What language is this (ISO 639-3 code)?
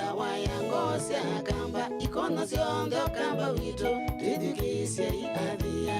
kam